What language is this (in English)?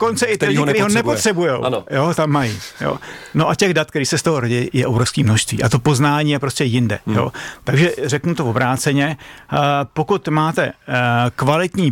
Czech